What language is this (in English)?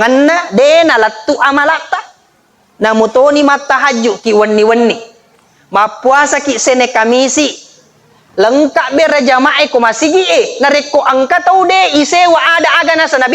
Buginese